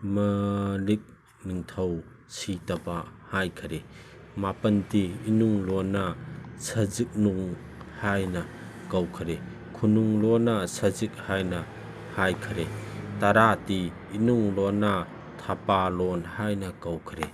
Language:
Manipuri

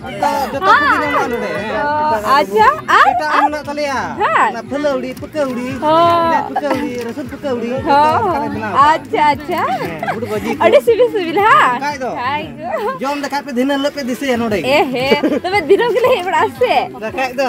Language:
Santali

